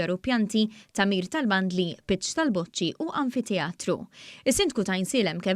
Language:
Maltese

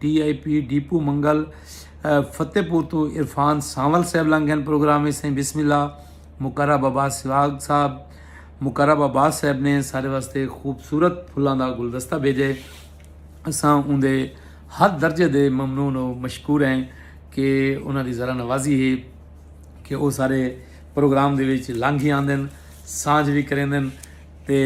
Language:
Saraiki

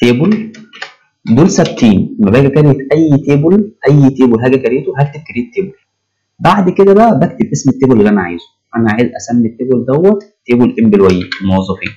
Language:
Egyptian Arabic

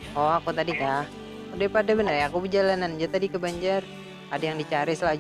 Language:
Banjar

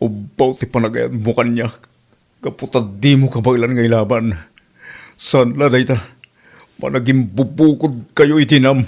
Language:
Iloko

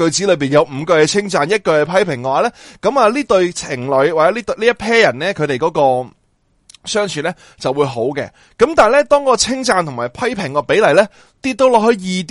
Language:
Cantonese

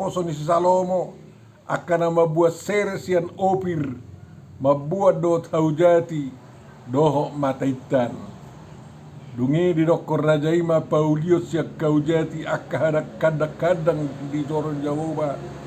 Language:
Batak Toba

